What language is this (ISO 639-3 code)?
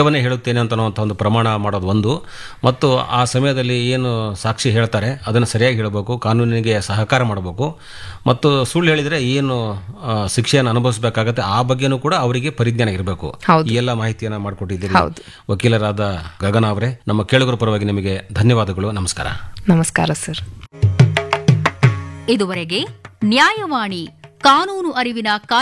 kan